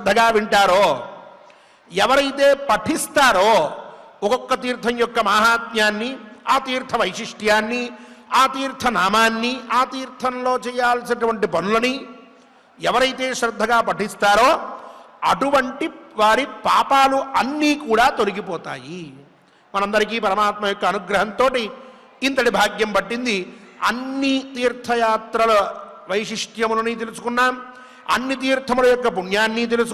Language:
Telugu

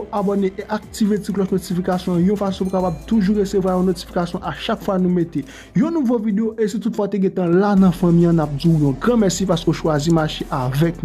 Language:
Haitian Creole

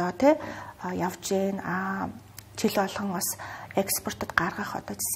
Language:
Mongolian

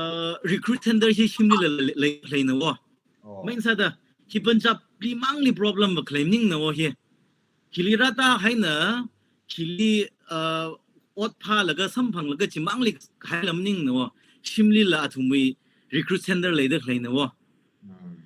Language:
Tangkhul Naga (India)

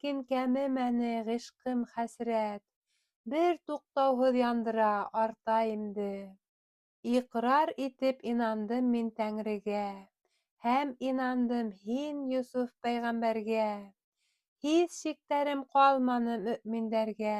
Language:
Bashkir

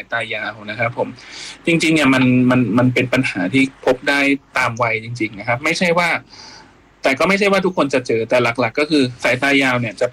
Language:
Thai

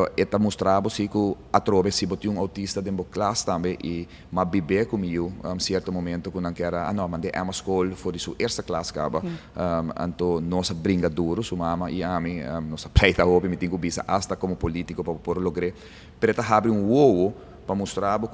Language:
Papiamento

